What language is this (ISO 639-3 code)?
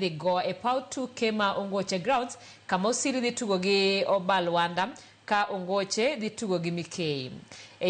luo